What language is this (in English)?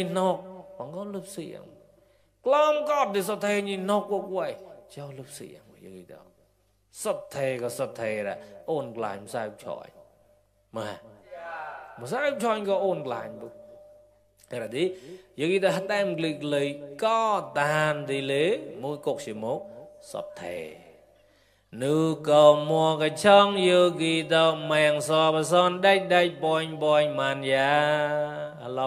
Mon